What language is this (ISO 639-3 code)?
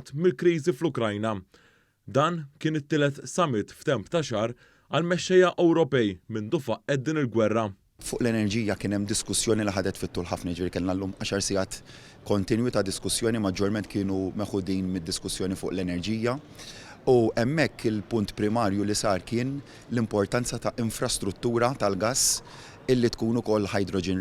mlt